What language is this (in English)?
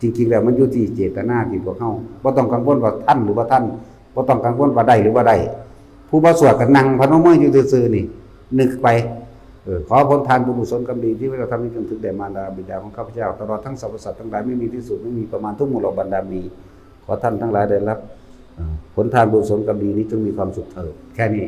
Northeastern Thai